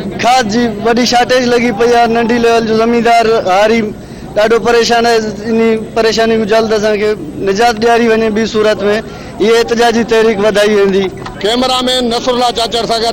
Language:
Sindhi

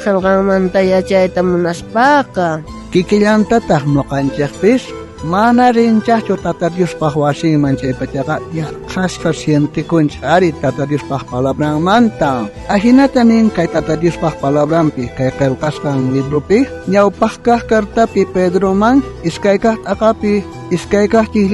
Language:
South Bolivian Quechua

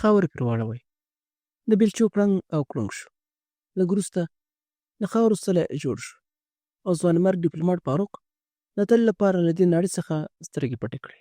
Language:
Pashto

